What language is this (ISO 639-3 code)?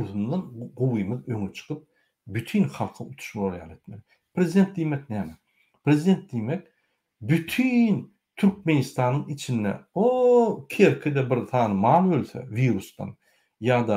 tuk